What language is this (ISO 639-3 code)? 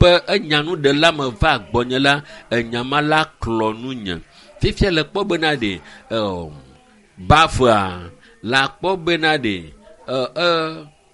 ewe